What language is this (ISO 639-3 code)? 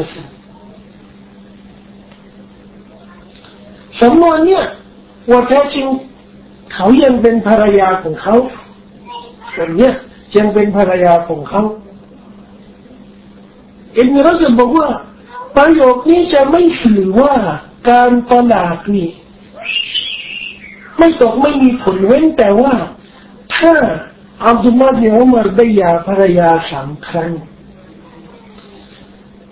tha